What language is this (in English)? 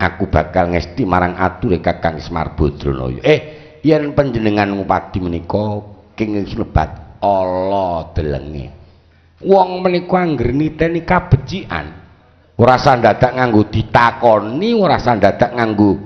Javanese